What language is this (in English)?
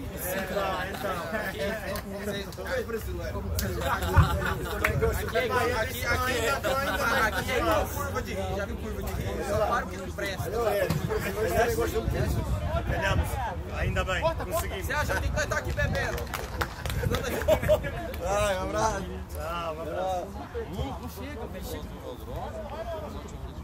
Portuguese